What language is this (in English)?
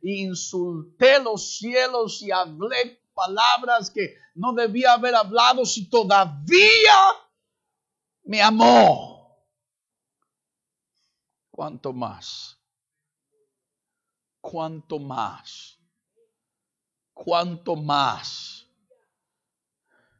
Spanish